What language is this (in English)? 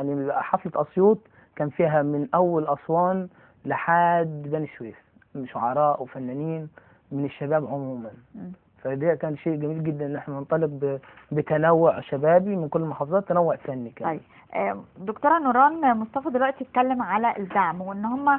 Egyptian Arabic